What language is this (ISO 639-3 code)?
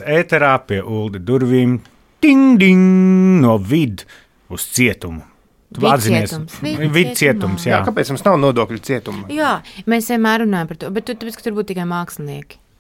lav